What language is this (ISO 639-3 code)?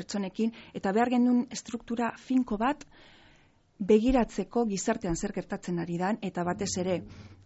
eus